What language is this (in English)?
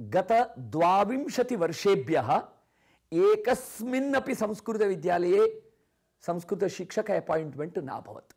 Sanskrit